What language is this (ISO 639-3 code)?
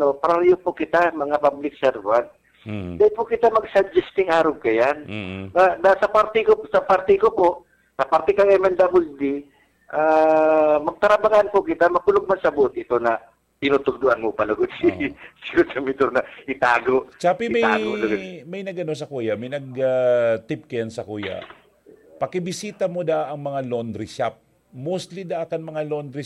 bik